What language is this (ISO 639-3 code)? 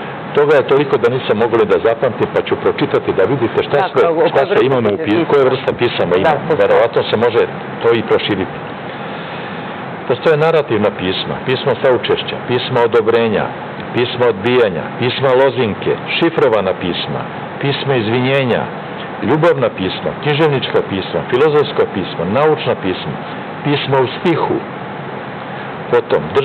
srp